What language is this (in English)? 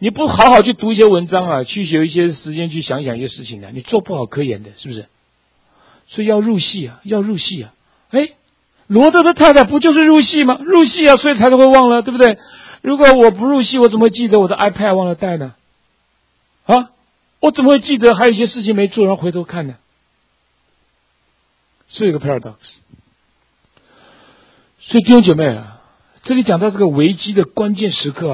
Chinese